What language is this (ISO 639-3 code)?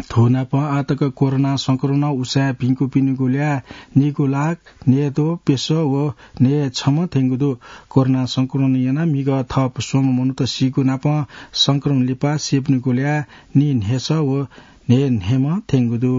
new